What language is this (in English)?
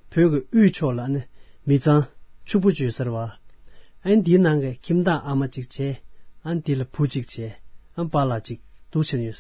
Tibetan